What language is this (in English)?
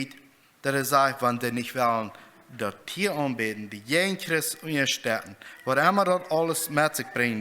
Plautdietsch